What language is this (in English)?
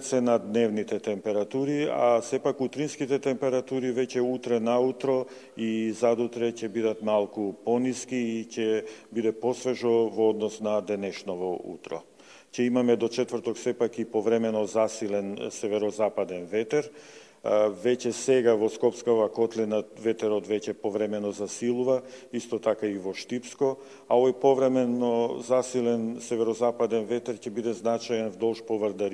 Macedonian